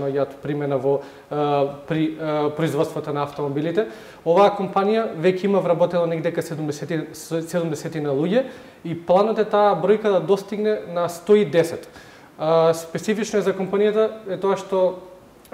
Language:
Macedonian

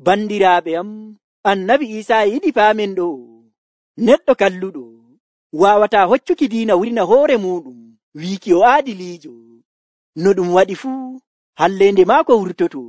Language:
Nigerian Fulfulde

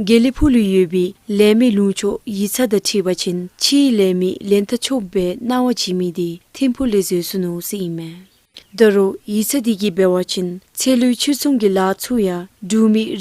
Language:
Dzongkha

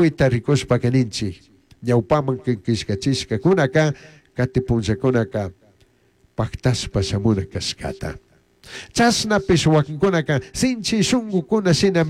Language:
Chimborazo Highland Quichua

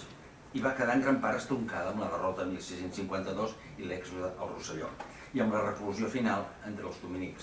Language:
Catalan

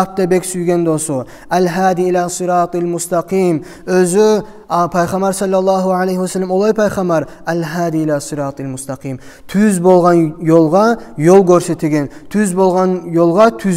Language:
Kumyk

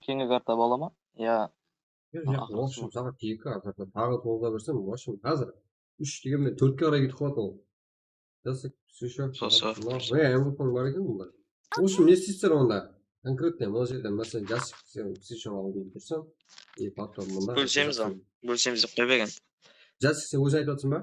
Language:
Kara-Kalpak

